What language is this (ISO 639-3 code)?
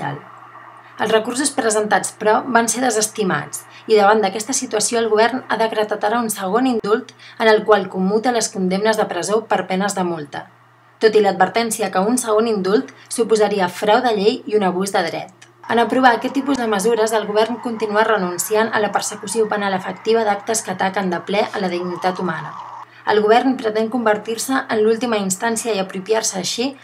cat